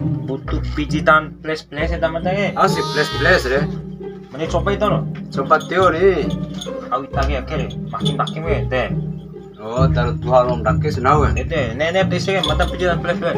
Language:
Bima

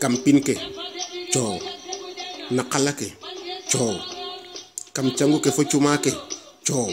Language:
Serer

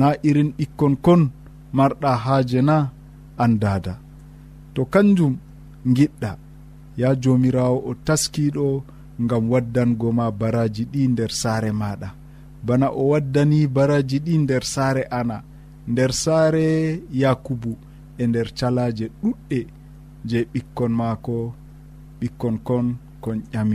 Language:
Nigerian Fulfulde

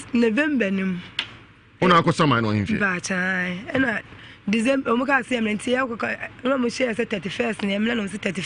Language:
Akan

